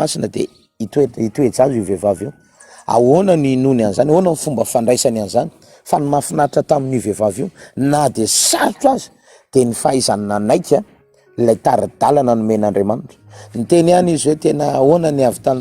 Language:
Malagasy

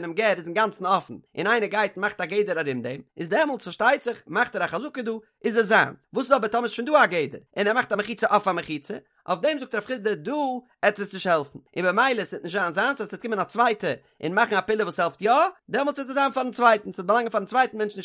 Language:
Yiddish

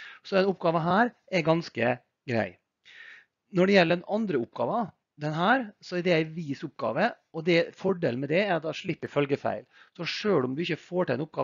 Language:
Norwegian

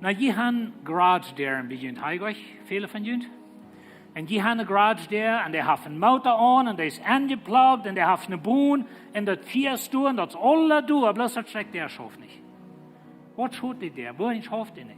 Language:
Plautdietsch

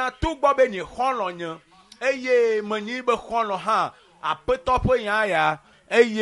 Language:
Ewe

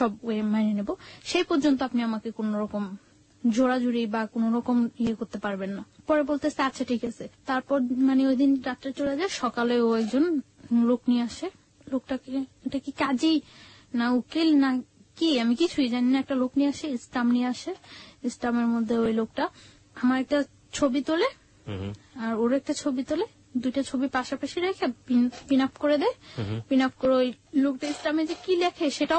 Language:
Bangla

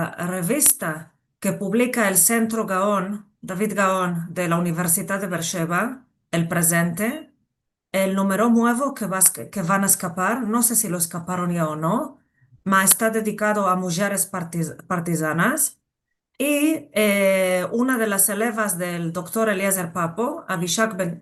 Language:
Ladino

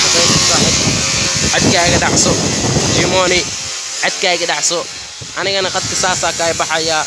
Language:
Somali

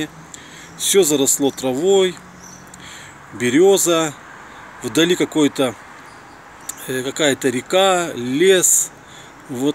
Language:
Russian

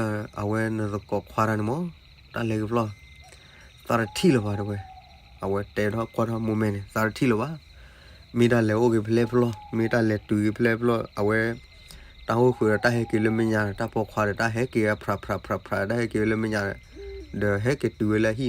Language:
S'gaw Karen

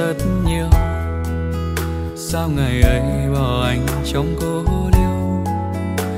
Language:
Vietnamese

